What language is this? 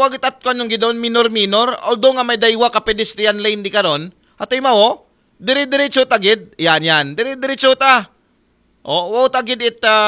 Aklanon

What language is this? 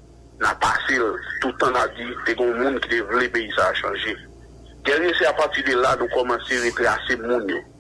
Haitian Creole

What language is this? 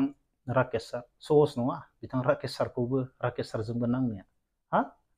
Bodo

